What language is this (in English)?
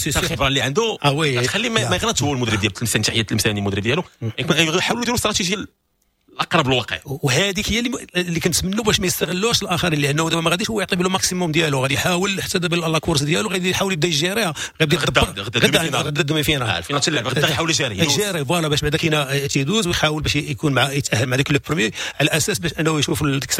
Moroccan Arabic